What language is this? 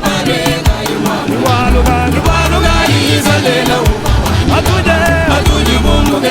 Luba-Lulua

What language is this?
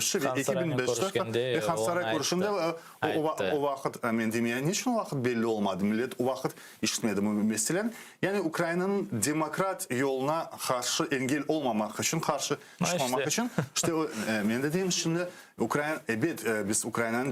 Crimean Tatar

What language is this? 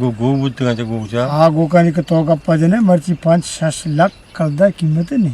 Eastern Balochi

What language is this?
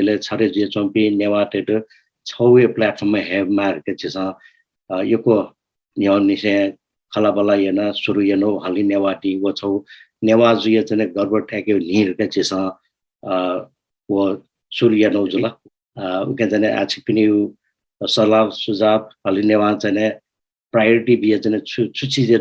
Newari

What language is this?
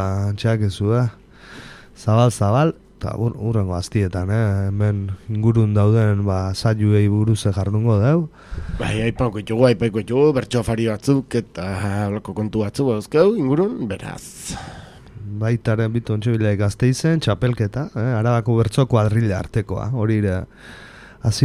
Basque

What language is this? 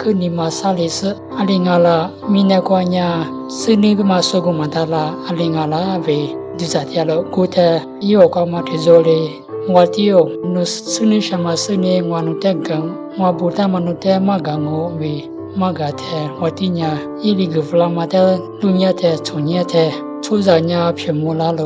Lisu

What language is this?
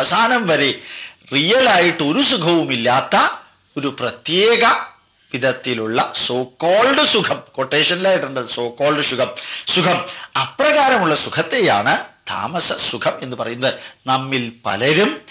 Malayalam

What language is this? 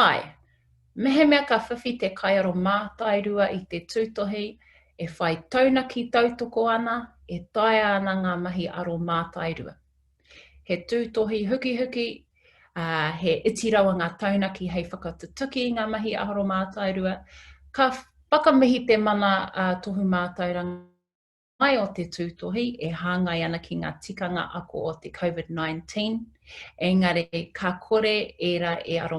Māori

